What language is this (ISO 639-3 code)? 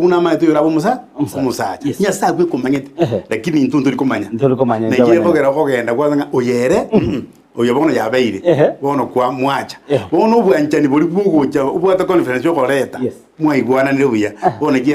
guz